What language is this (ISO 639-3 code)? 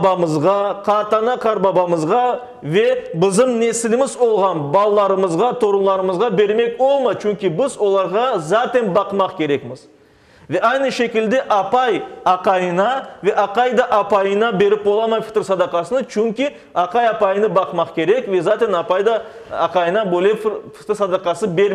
crh